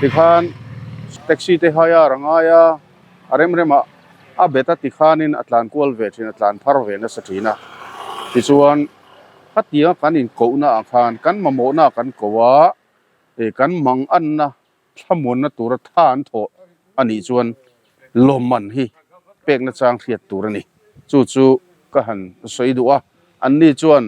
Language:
Mizo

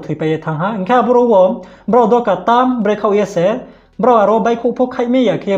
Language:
Riang (India)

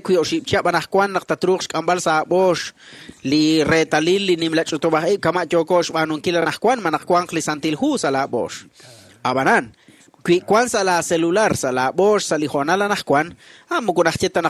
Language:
Kekchí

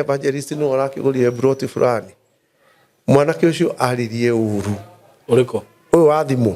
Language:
Kikuyu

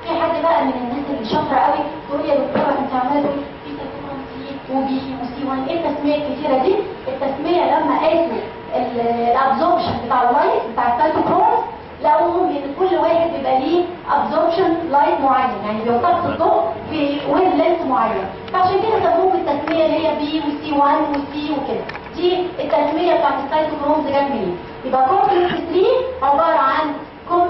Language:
Egyptian Arabic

